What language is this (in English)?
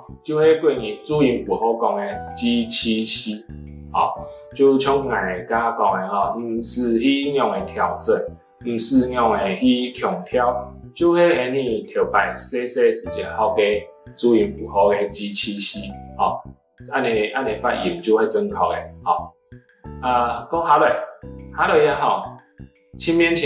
Hakka Chinese